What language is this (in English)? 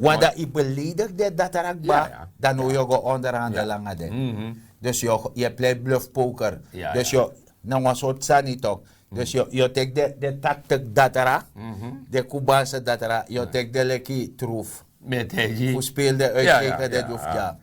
Sranan Tongo